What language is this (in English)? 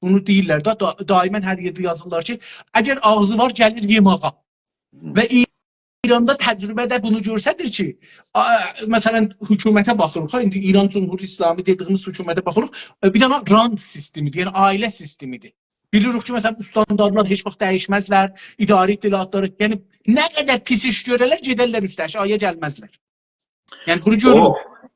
South Azerbaijani